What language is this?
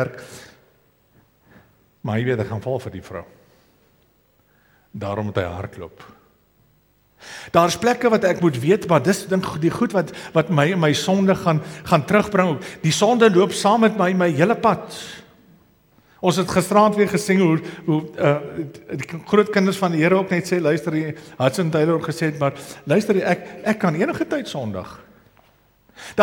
Afrikaans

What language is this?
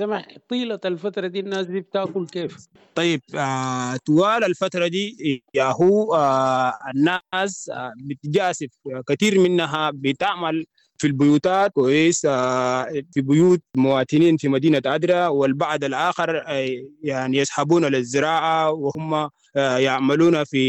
Sudanese Arabic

